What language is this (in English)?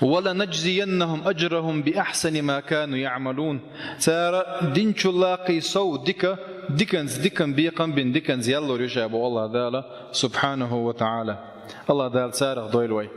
Chechen